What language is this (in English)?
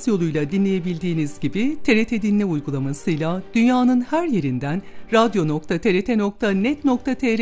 Turkish